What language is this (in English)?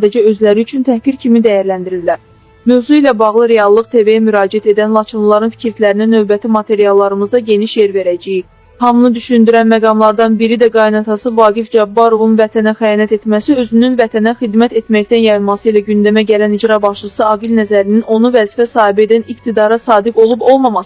Azerbaijani